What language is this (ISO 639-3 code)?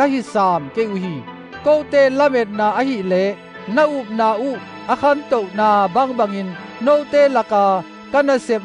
ctd